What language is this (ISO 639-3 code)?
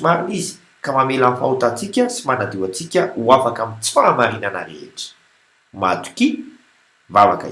mlg